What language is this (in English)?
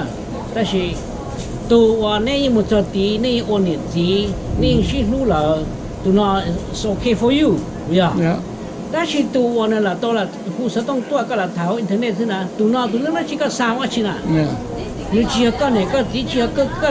Hmong